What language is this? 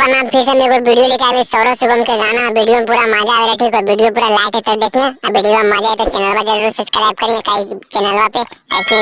Magahi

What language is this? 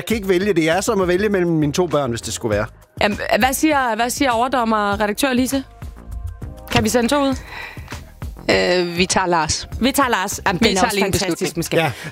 Danish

